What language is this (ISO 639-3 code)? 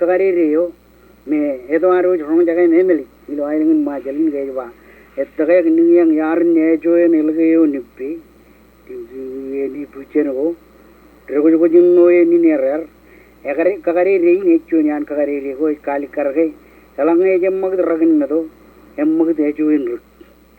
mah